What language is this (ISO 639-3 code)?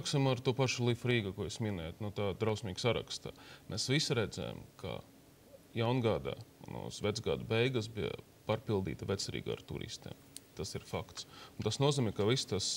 lav